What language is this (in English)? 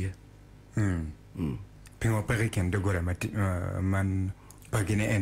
Acoli